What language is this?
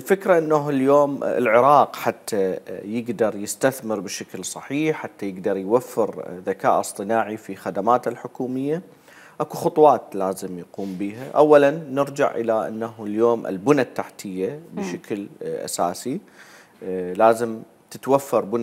Mesopotamian Arabic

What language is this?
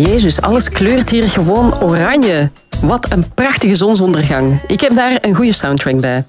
Dutch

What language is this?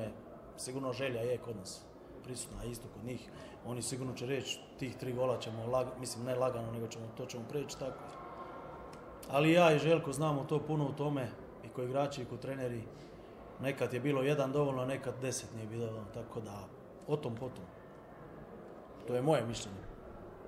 Croatian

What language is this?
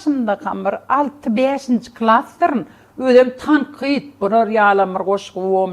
Turkmen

